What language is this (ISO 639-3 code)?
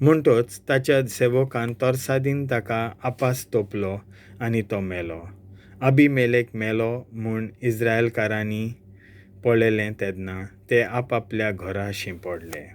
kok